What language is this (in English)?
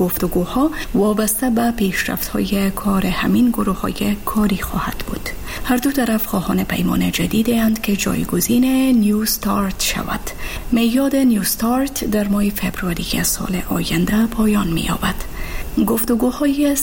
Persian